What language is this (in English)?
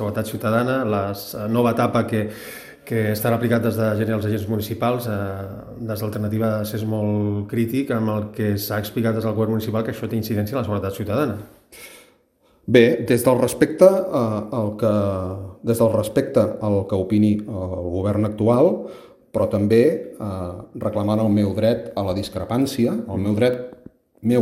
Catalan